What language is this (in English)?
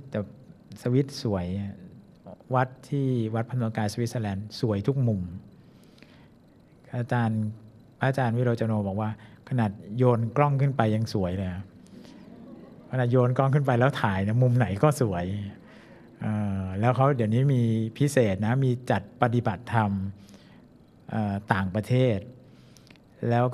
Thai